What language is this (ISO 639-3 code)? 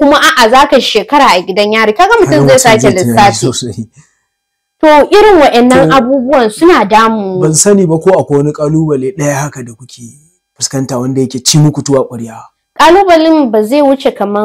hau